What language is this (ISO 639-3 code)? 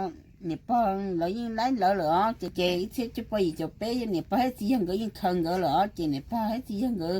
hmn